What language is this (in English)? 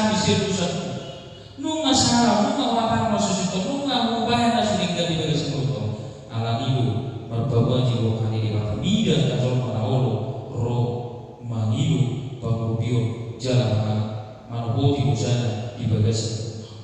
Batak Toba